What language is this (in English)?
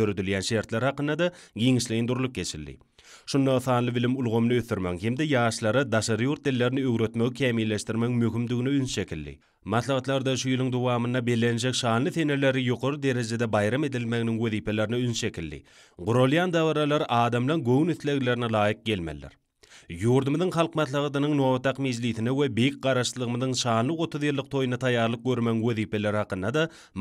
Turkmen